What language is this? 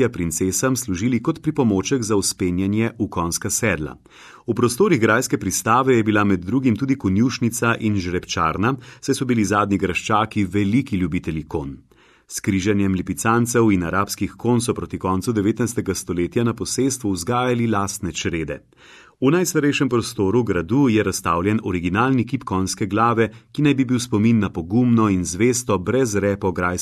Slovenian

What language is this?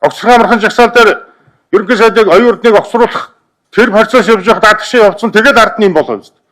Mongolian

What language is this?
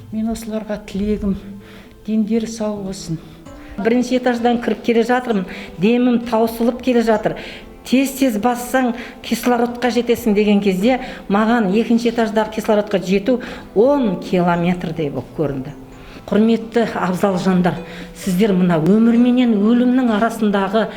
Kazakh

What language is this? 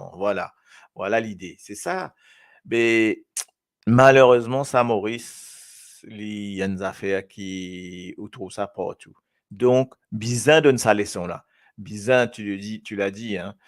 Morisyen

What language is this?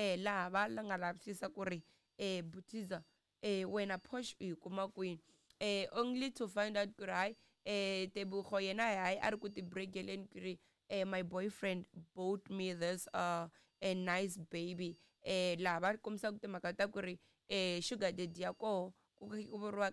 Tsonga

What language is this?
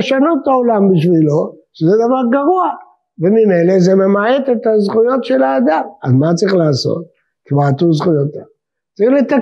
Hebrew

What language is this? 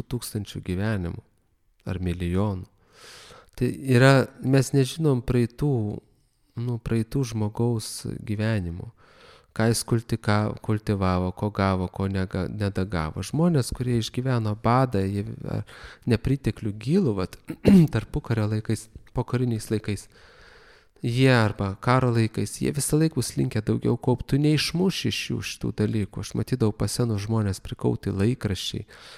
Lithuanian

